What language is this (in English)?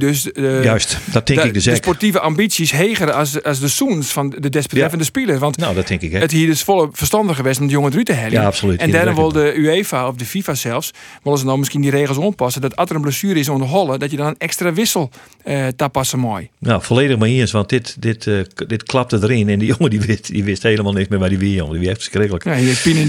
Western Frisian